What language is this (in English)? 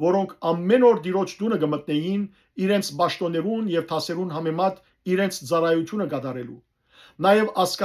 Western Armenian